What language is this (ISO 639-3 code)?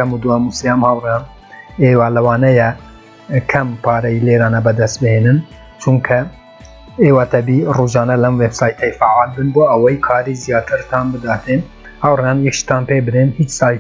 ckb